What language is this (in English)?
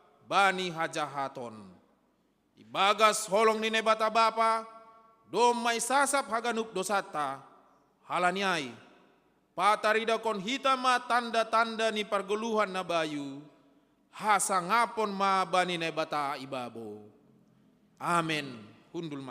Batak Simalungun